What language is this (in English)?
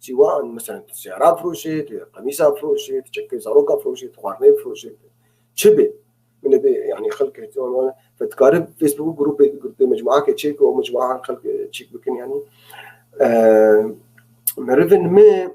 North Levantine Arabic